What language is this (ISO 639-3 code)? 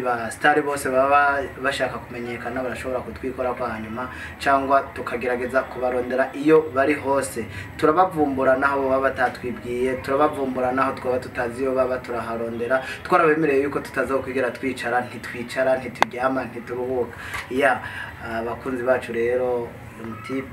run